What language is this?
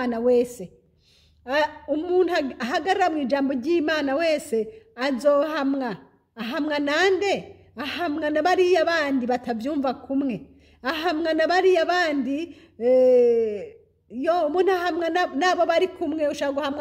Rundi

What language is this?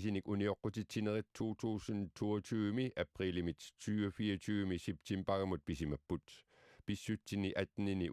Kalaallisut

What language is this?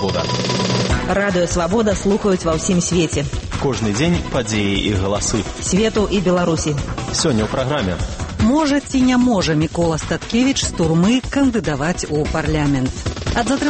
Belarusian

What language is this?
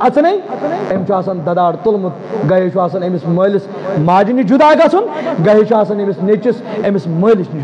Kashmiri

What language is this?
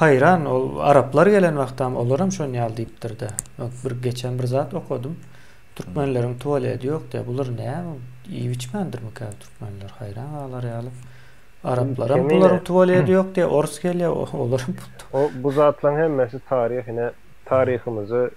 Turkmen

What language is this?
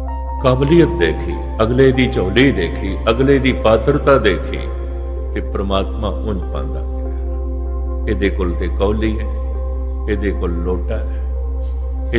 Punjabi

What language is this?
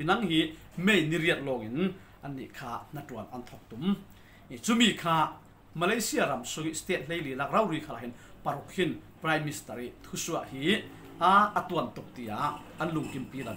Falam Chin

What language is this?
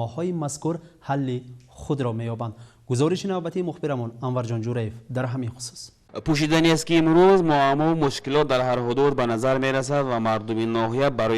Tajik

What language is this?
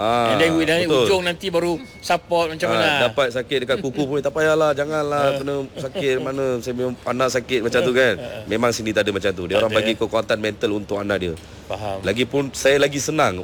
Malay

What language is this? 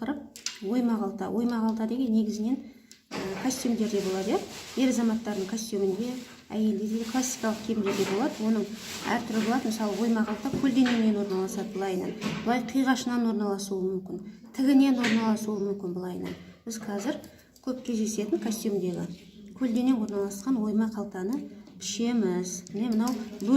Kazakh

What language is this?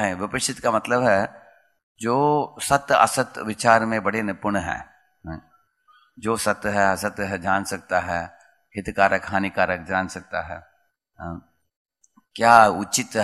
Hindi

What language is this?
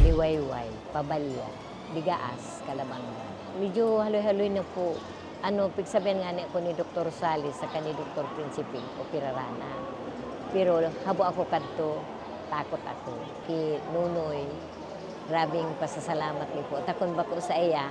Bikol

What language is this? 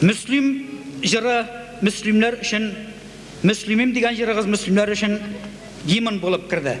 Tatar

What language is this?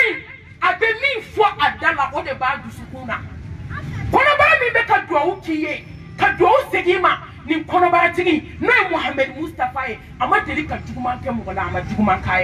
Bambara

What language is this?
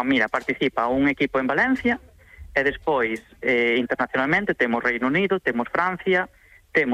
Galician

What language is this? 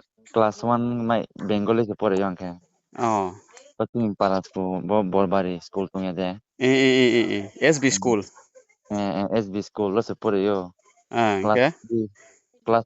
Riang (India)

